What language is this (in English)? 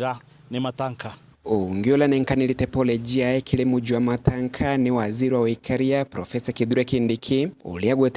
Meru